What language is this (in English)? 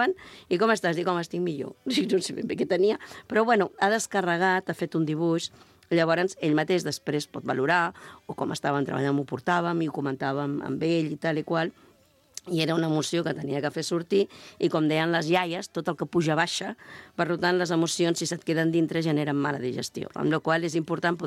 Catalan